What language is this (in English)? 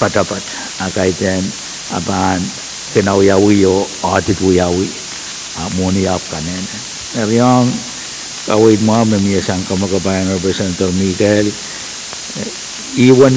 Pohnpeian